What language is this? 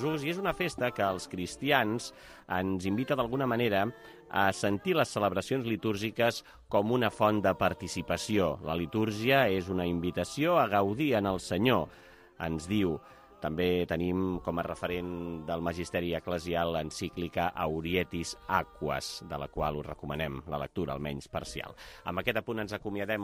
Catalan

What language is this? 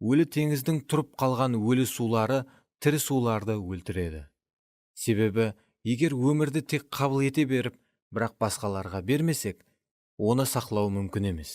Kara-Kalpak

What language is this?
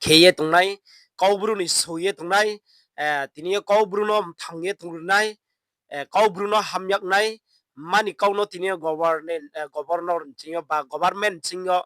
Riang (India)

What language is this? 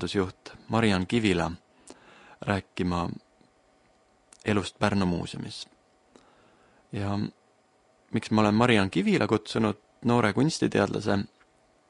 Estonian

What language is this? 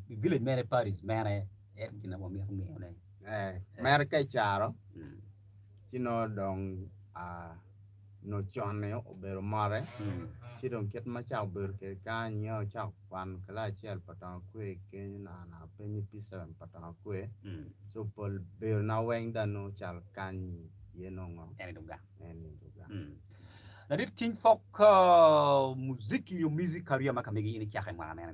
Acoli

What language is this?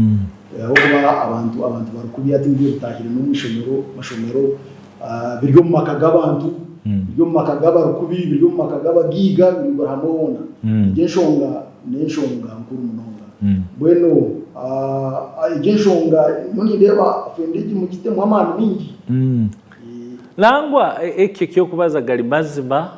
Nyankole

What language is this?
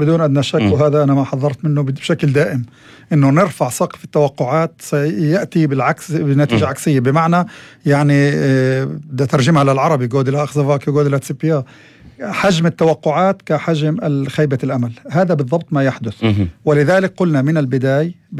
North Levantine Arabic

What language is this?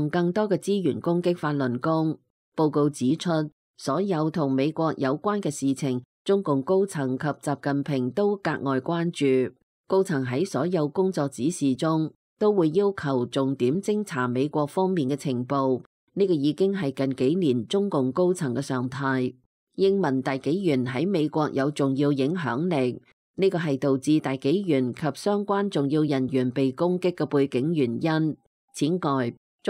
Cantonese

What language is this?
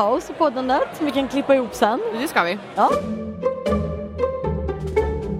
Swedish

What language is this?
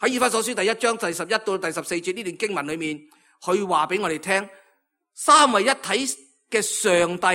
Cantonese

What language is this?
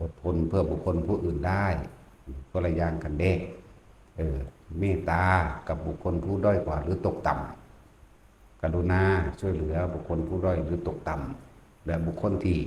Northeastern Thai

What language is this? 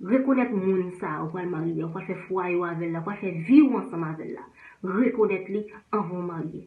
Haitian Creole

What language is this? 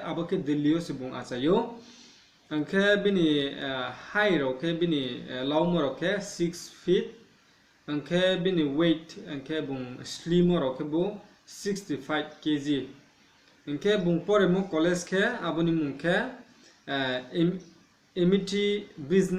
Riang (India)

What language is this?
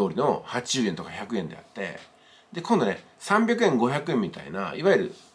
Japanese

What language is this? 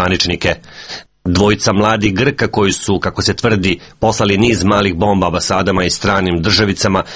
Serbian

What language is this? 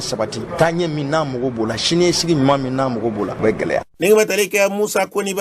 Bambara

